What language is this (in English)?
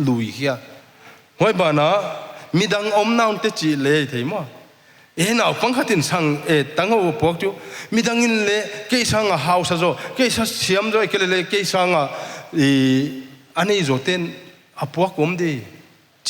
Paite Chin